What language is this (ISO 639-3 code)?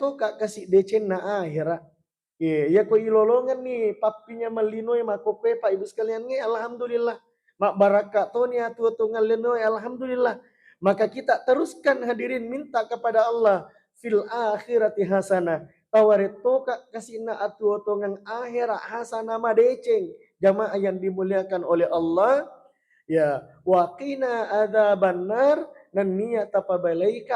bug